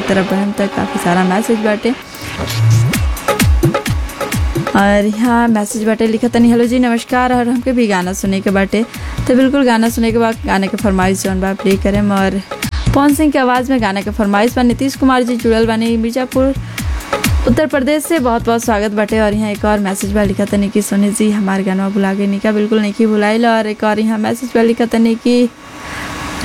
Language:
Bhojpuri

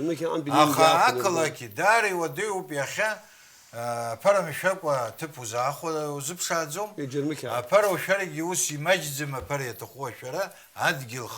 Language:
Abkhazian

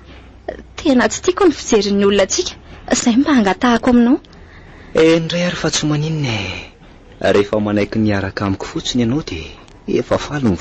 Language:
Malagasy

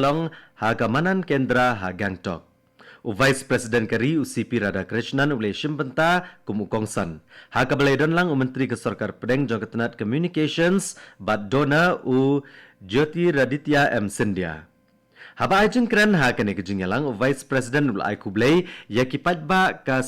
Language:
Khasi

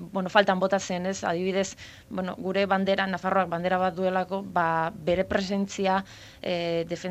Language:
Basque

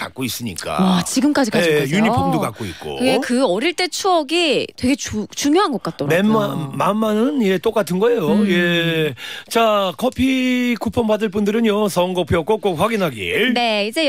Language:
Korean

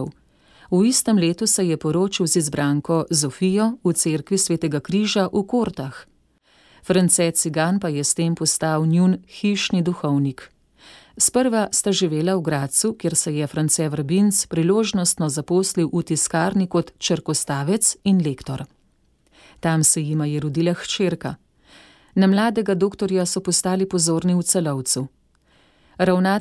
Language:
Slovenian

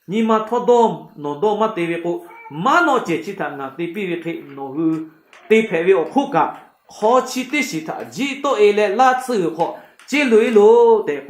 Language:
Lahu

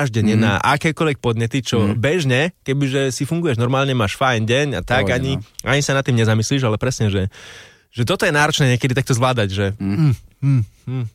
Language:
Slovak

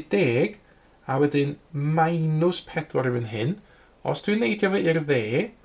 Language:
Welsh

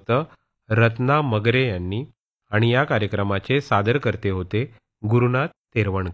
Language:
Marathi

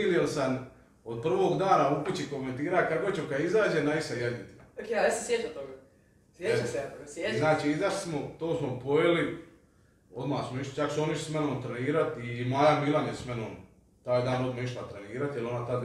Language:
Croatian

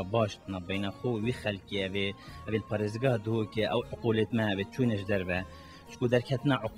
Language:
Kurdish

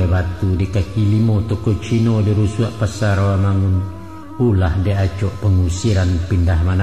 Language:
Minangkabau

